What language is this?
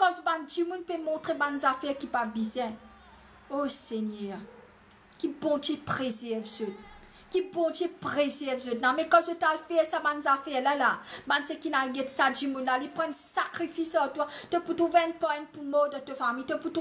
Morisyen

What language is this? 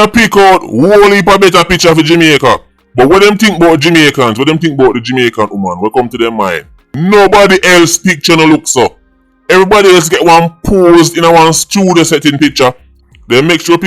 Jamaican Creole English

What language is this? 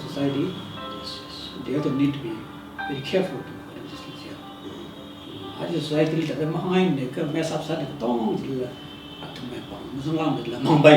Tangkhul Naga (India)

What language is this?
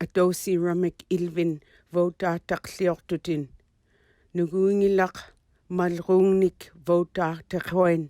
Inupiaq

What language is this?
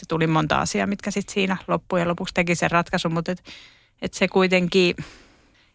Finnish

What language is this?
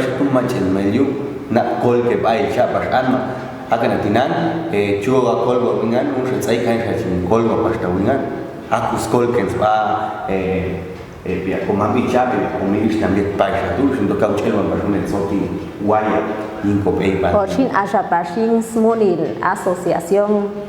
Popti'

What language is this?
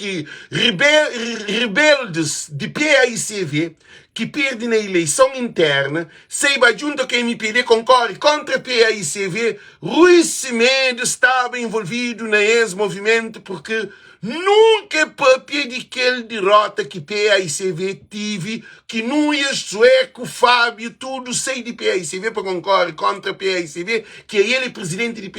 Kabuverdianu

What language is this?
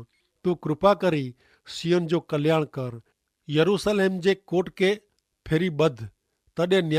Kachhi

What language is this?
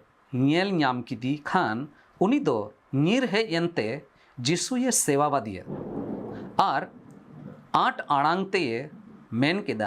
Santali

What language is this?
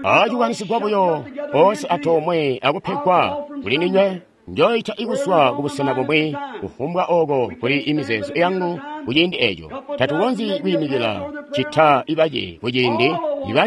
Tonga (Zambia)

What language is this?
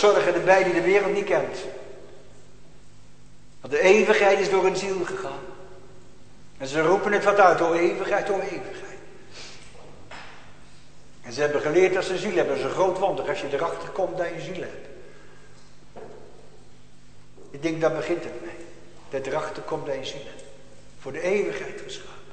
Dutch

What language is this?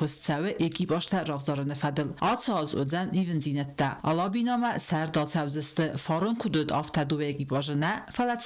Ossetic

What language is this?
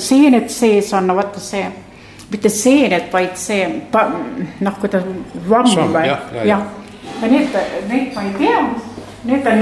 Estonian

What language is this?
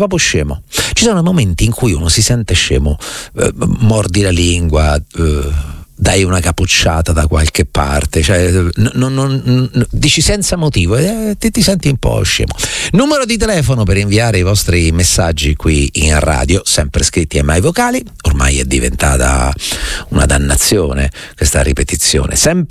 Italian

